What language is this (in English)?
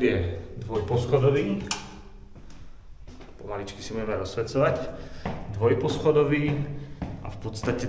Slovak